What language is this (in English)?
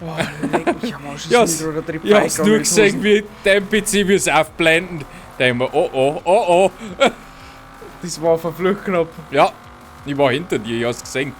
Bavarian